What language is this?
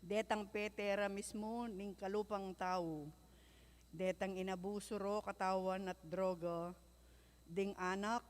Pampanga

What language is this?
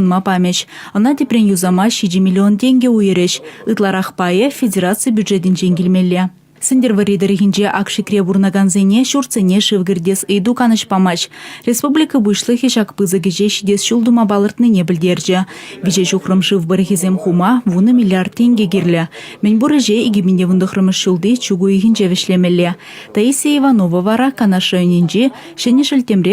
Chuvash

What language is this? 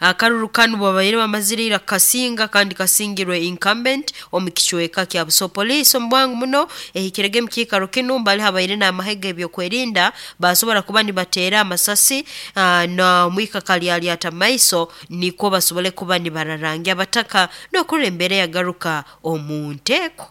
Nyoro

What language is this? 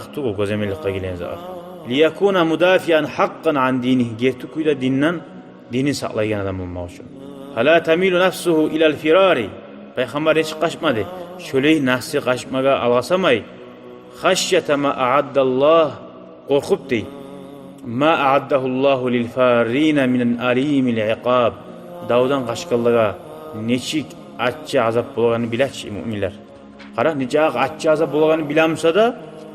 Kumyk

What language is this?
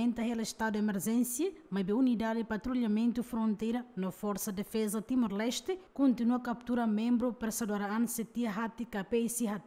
Tetum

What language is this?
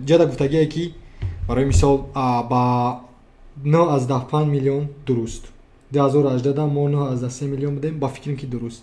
Tajik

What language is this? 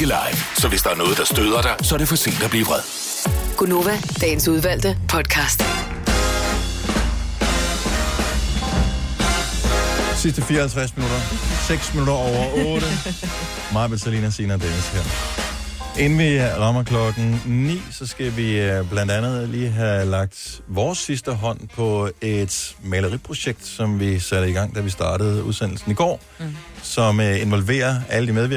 Danish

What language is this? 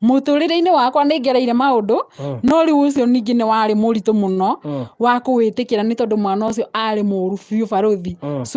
Kikuyu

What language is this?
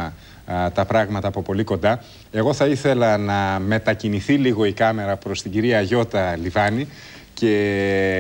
Greek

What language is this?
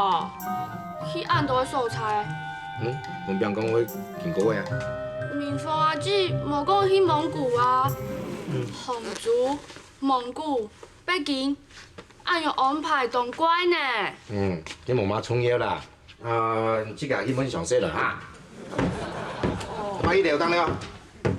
Hakka Chinese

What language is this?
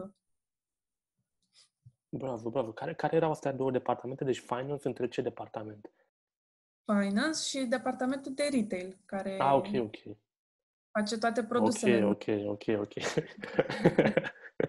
Romanian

